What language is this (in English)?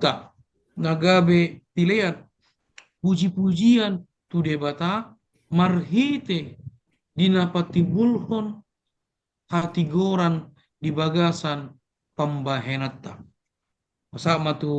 Batak Toba